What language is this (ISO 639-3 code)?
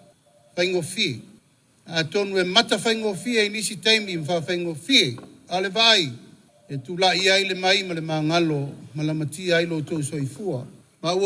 smo